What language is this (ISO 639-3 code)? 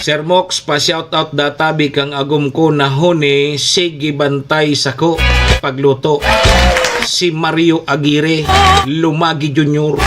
bik